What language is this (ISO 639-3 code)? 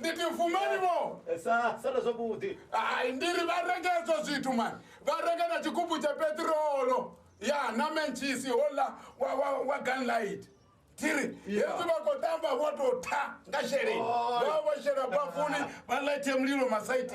ven